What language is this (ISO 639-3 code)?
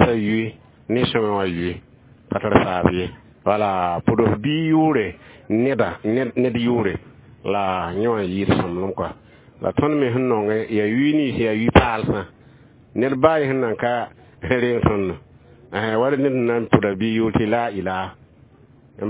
mos